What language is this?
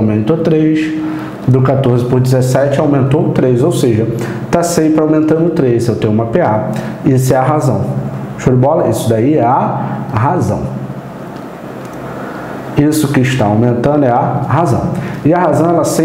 Portuguese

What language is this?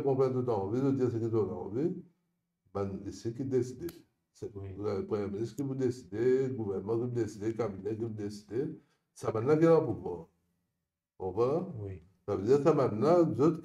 Morisyen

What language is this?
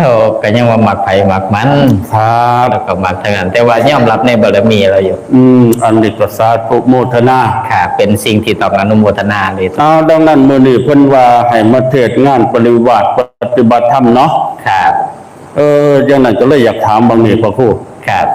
Northeastern Thai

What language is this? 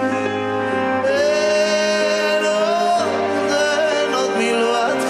Hebrew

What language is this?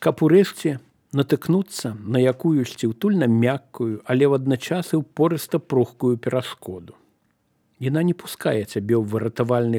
Belarusian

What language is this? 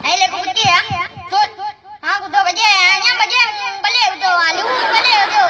Achinese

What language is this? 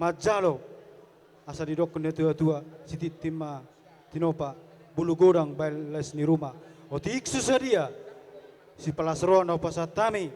Batak Toba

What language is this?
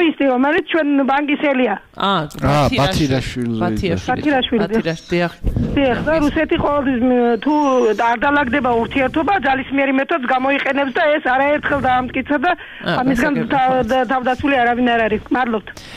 Georgian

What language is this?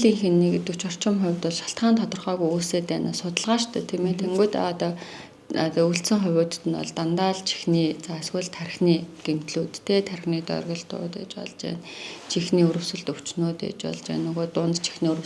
Mongolian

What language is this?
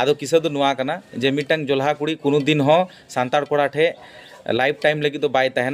Santali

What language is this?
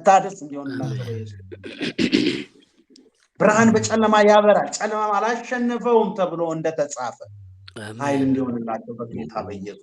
Amharic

